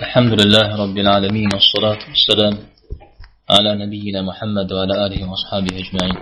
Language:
Kabardian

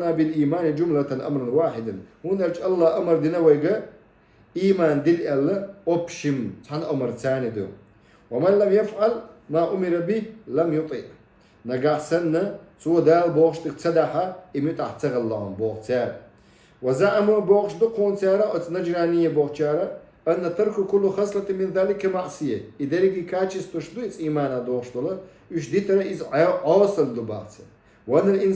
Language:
Chechen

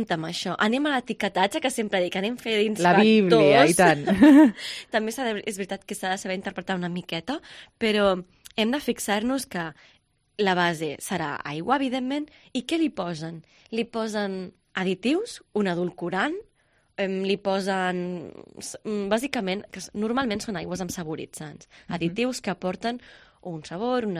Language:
Catalan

